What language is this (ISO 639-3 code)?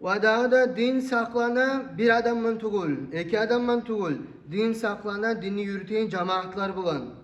kum